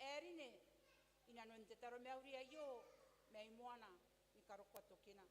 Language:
Gilbertese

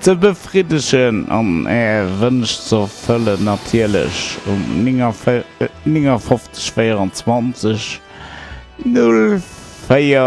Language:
Luxembourgish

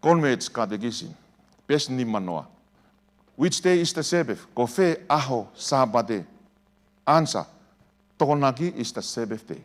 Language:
Tongan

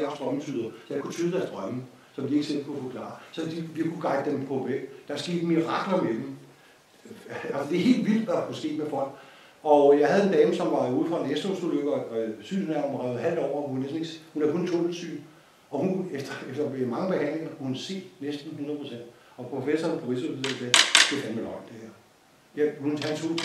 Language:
Danish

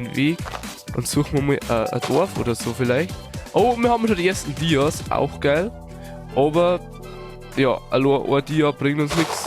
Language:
Bavarian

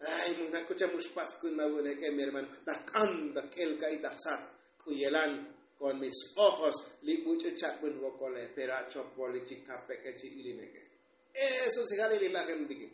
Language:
Tzotzil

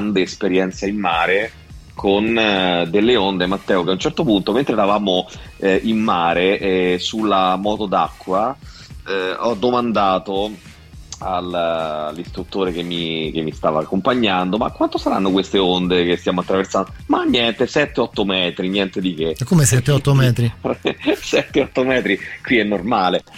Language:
Italian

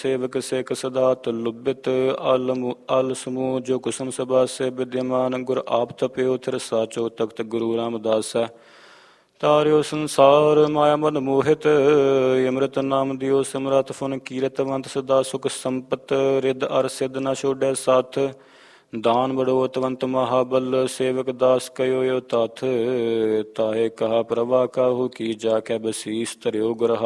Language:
Punjabi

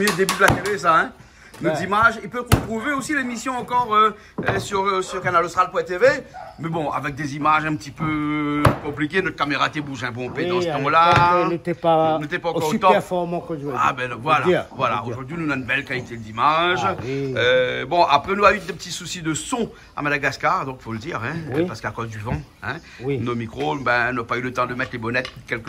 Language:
Réunion Creole French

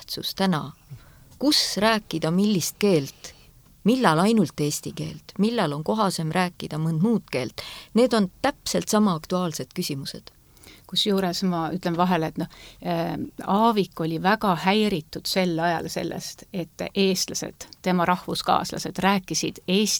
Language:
Estonian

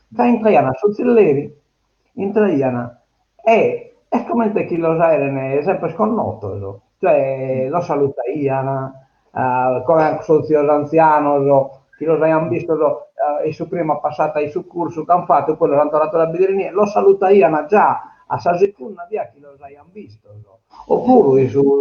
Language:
Sardinian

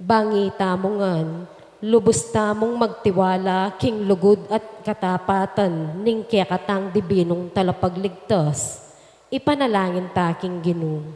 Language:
Pampanga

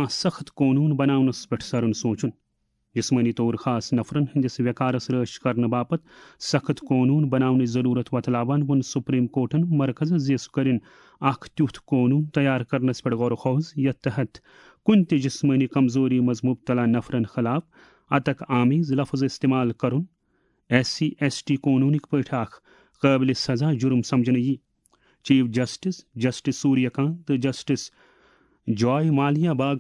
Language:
Kashmiri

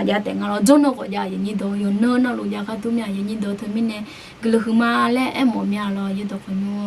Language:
Akha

